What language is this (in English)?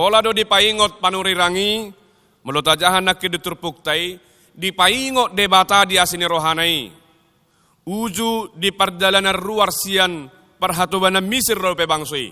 Batak Toba